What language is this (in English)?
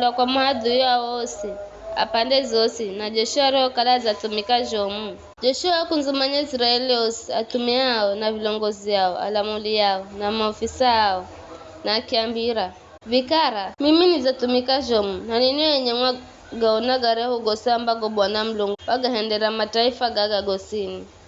Giryama